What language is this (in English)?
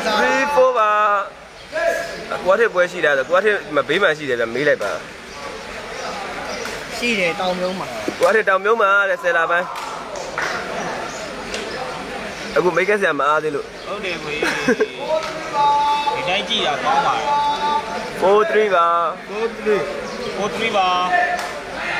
Burmese